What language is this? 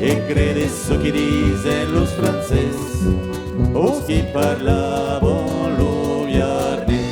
Occitan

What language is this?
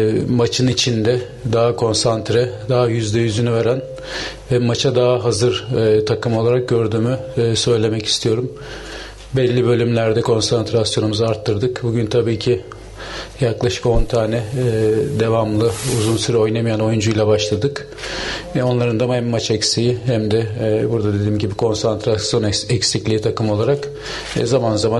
Turkish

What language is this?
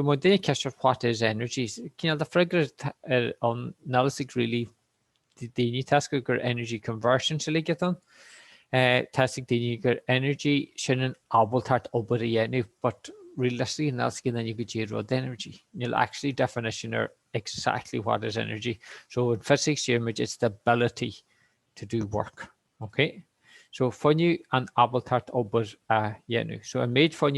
Irish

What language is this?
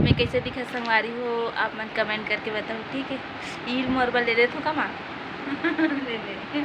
Chhattisgarhi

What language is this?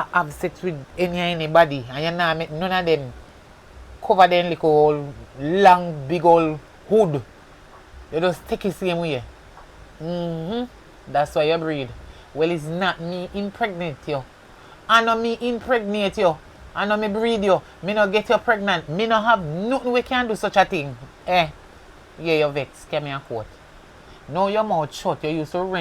Jamaican Creole English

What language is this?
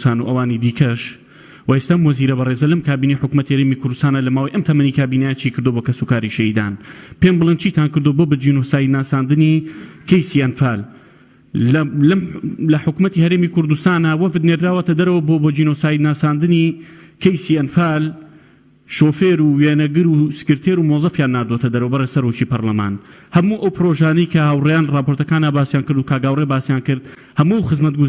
Central Kurdish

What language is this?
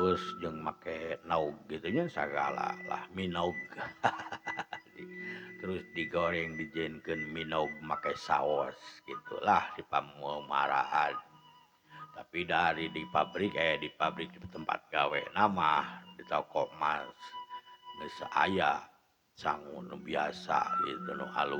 Sundanese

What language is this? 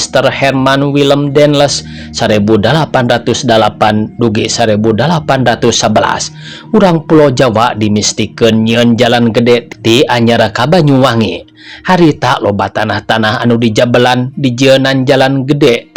Sundanese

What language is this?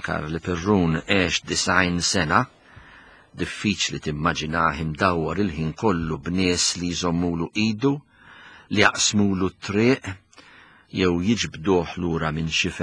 Maltese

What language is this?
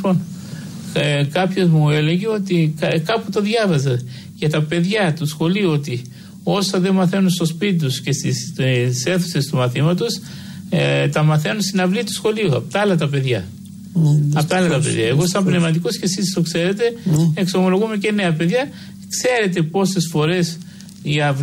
Greek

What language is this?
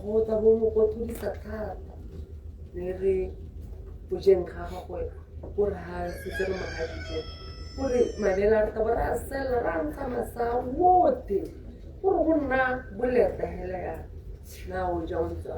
Tswana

